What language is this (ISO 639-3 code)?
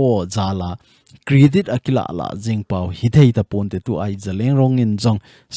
tcz